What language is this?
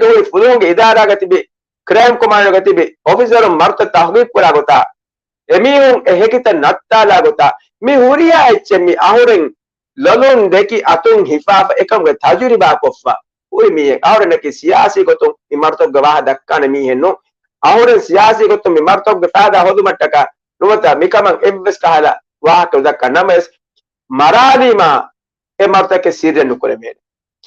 Divehi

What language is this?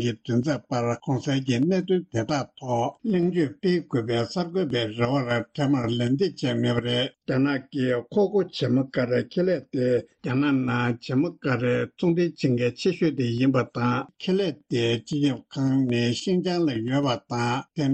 Tibetan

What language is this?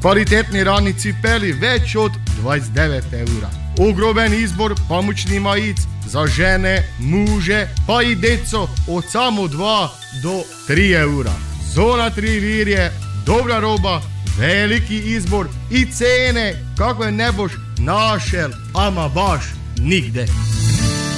Croatian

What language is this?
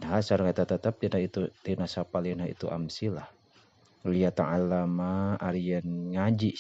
Sundanese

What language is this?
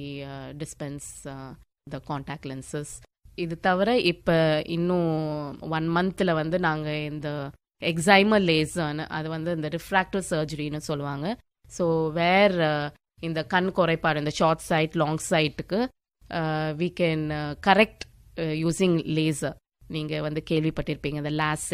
Tamil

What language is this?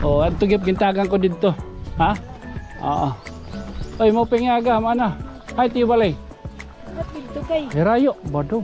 Waray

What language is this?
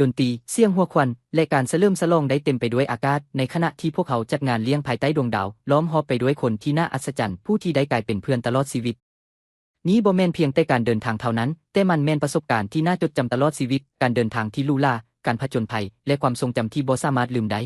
Lao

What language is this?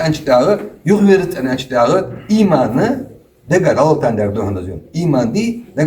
Ingush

